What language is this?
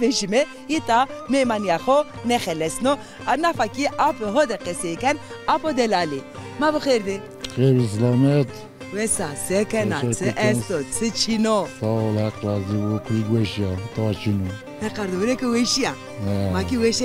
Zaza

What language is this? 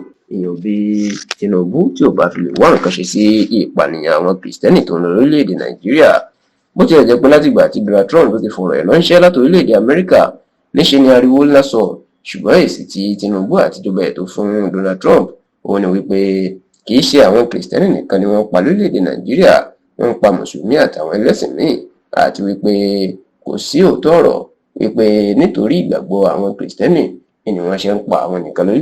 Yoruba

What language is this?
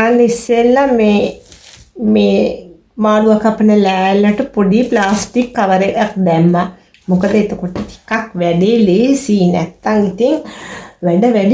Sinhala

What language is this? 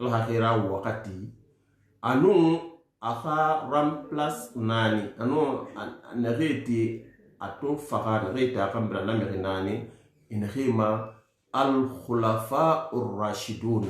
Susu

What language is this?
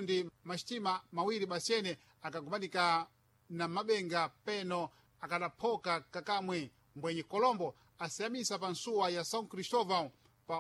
Sena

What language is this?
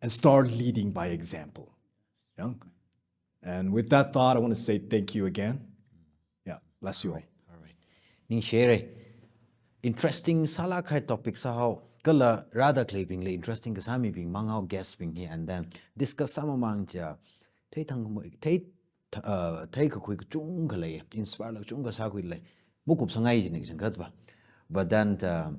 Tangkhul Naga (India)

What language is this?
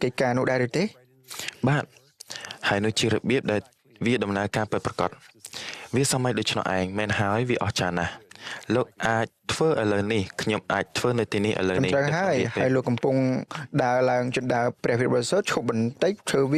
Khmer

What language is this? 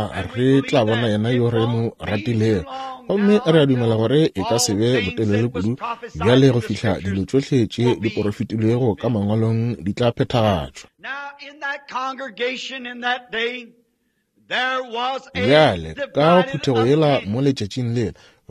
Northern Sotho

